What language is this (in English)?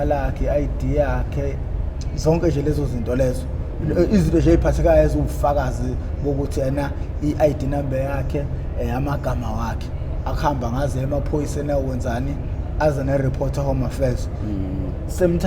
Zulu